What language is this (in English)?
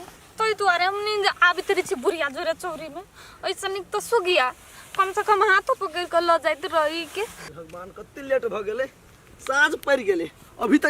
Maithili